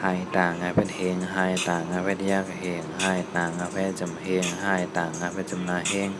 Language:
Shan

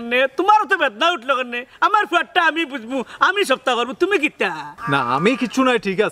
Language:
Sylheti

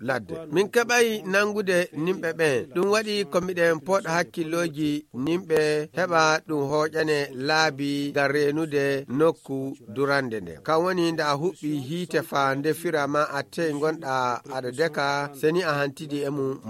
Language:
Fula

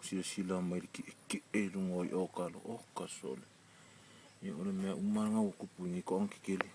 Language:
Samoan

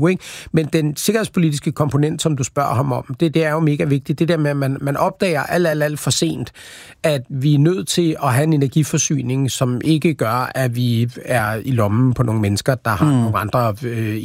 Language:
Danish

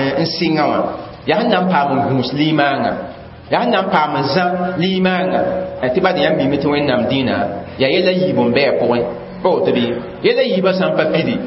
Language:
Mossi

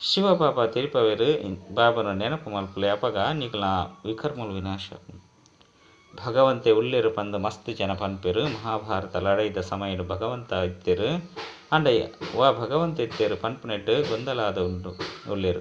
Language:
Tulu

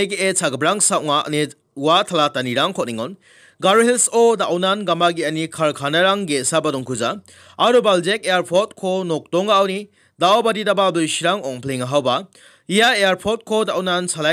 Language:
Garo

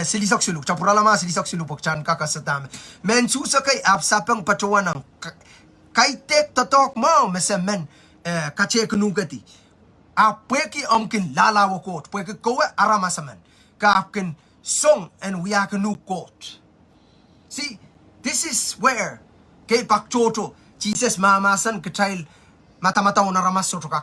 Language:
Pohnpeian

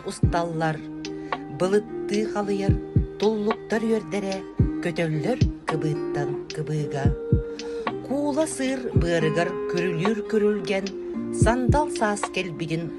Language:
Yakut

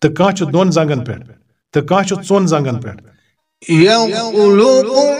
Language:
Kashmiri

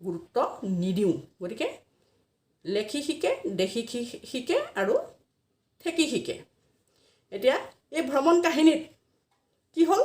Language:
Assamese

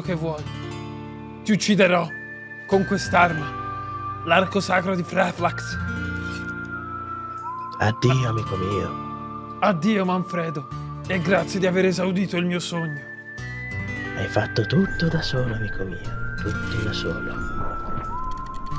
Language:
Italian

